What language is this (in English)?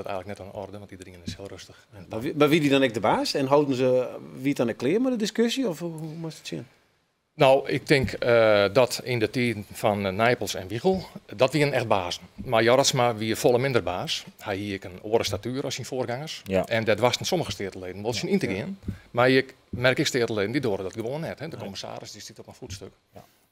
Western Frisian